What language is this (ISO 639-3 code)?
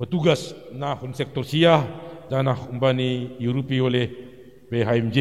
bts